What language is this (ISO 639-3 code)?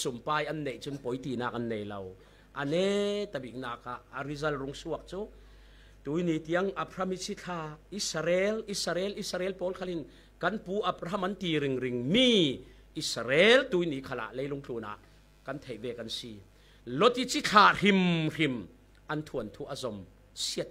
cfm